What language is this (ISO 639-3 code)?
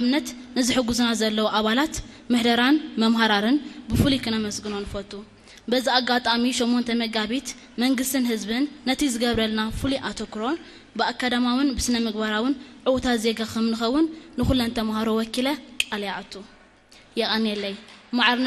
tir